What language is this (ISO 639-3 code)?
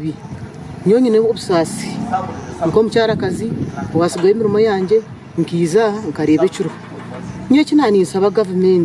nyn